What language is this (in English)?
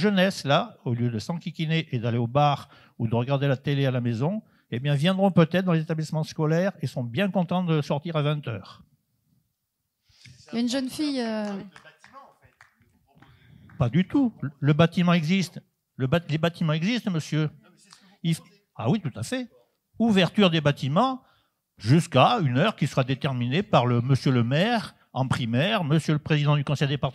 French